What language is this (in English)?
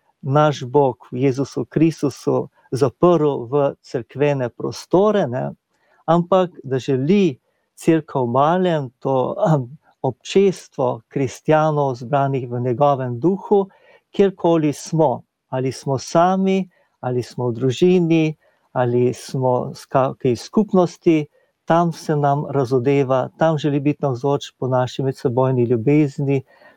Slovenian